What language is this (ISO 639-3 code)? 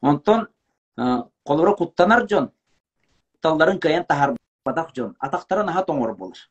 sah